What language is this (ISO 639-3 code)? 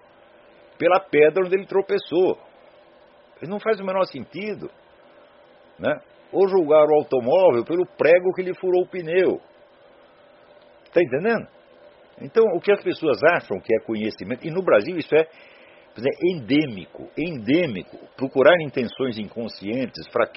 por